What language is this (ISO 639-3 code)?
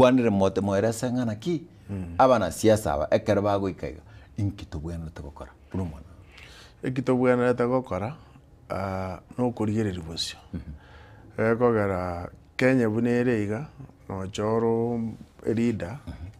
guz